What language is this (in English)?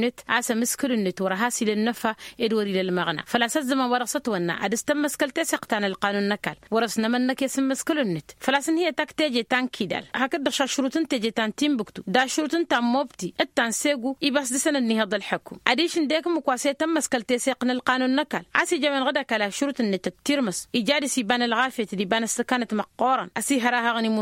Tamasheq